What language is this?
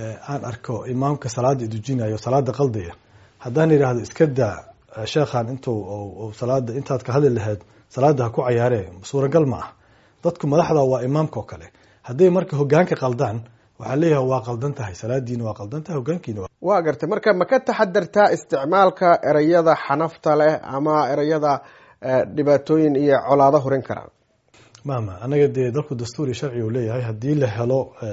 Somali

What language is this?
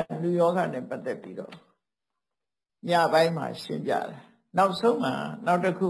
Burmese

